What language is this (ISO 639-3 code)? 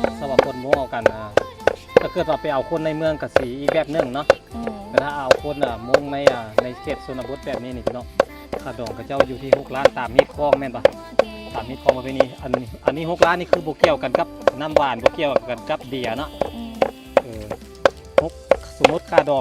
lao